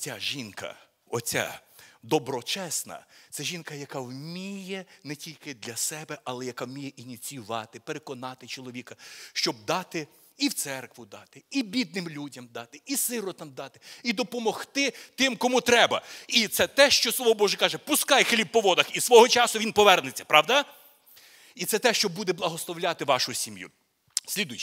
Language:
Ukrainian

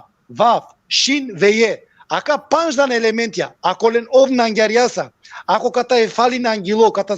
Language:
Balkan Romani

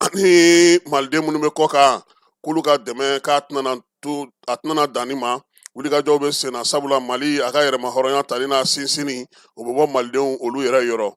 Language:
Bambara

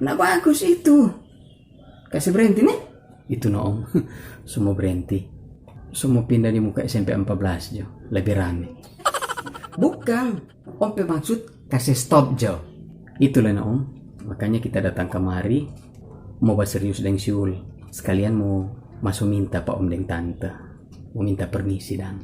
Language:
Manado Malay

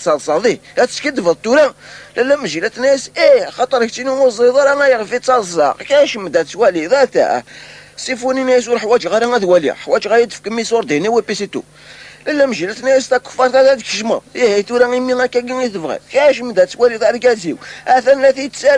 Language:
Kabyle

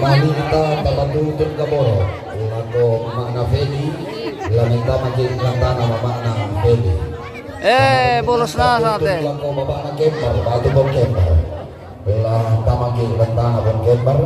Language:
Toraja-Sa'dan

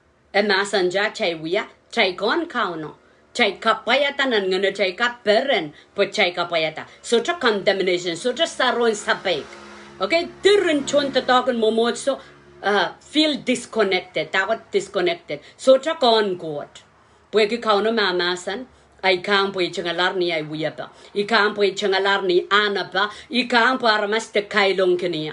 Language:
Pohnpeian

